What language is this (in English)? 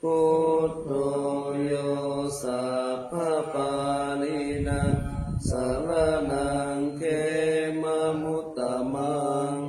Pali